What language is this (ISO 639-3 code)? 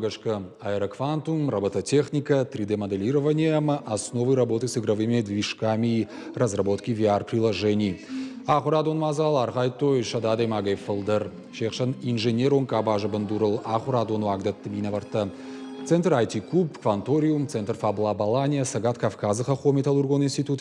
oss